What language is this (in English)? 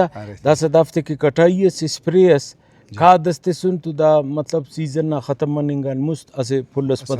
Brahui